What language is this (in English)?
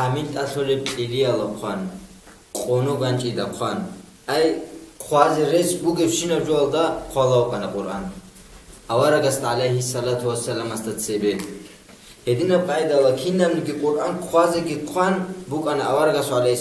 Avaric